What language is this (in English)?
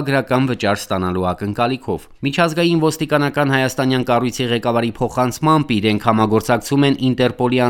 Armenian